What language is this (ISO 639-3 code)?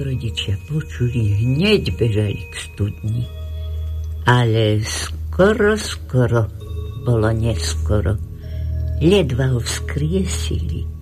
slk